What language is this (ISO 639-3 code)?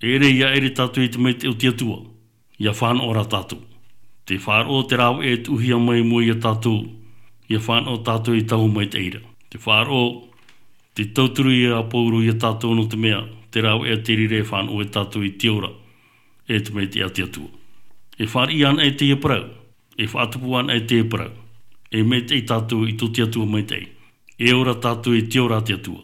tah